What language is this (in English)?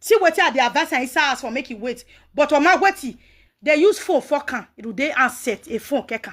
Nigerian Pidgin